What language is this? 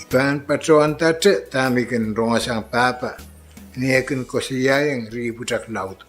Pohnpeian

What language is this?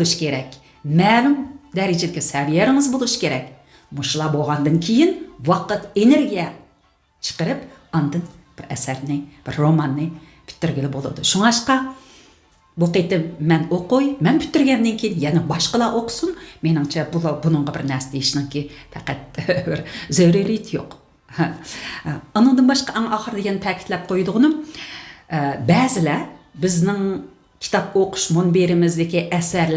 Uyghur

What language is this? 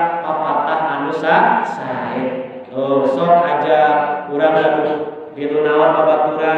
Sundanese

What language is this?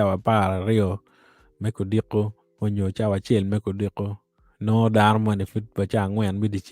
Acoli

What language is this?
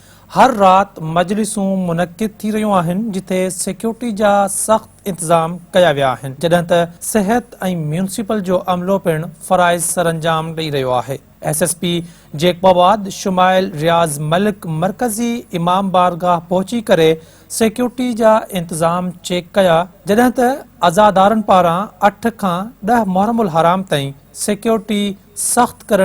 Sindhi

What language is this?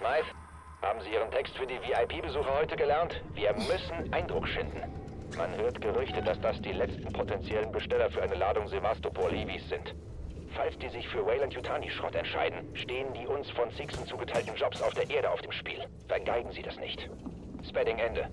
Bavarian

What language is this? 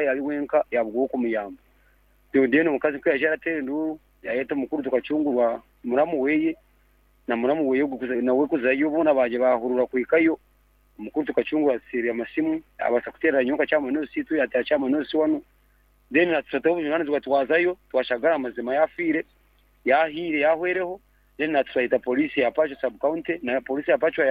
Nyoro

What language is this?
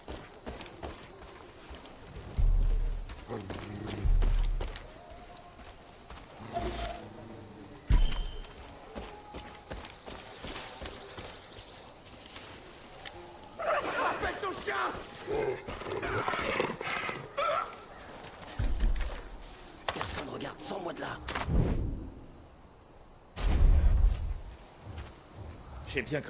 French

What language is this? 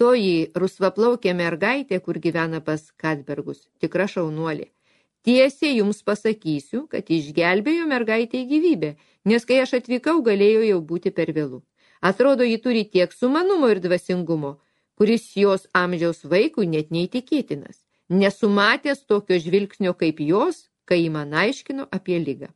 Lithuanian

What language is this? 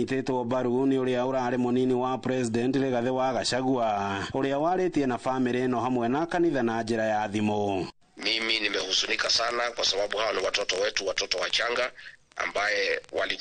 Kikuyu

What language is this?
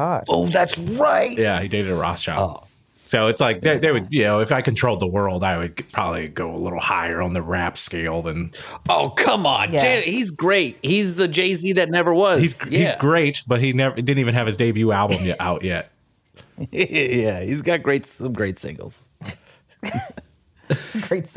English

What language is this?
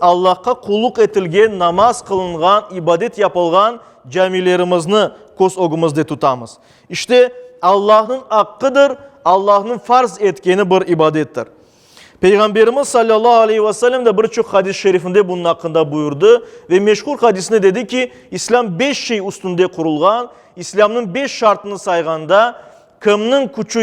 Crimean Tatar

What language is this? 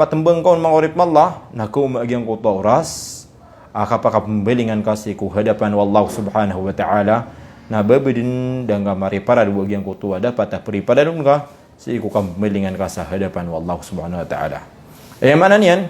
Maranao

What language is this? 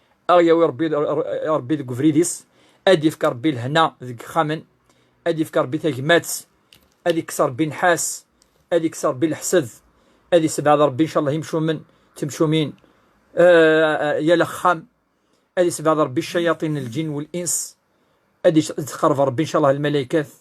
Kabyle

